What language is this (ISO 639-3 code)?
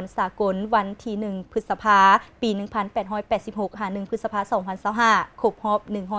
lao